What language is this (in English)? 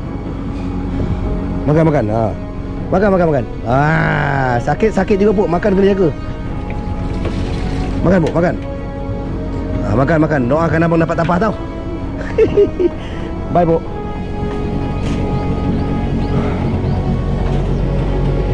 Malay